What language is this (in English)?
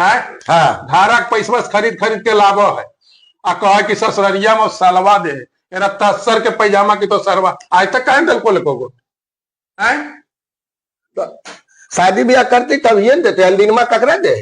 Magahi